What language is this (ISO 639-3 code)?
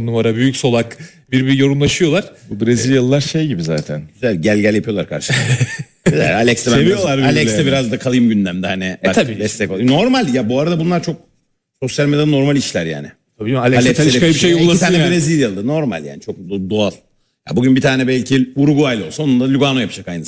tur